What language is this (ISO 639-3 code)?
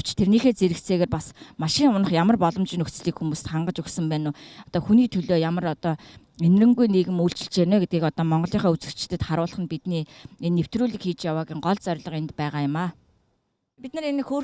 mon